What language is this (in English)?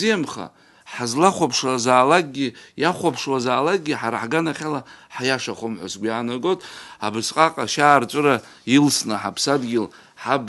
Abkhazian